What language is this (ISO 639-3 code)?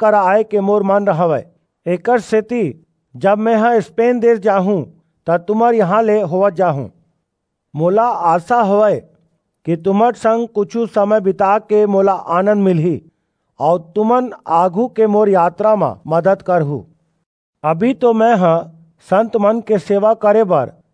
hne